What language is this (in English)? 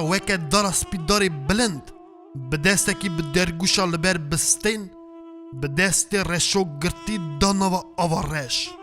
Kurdish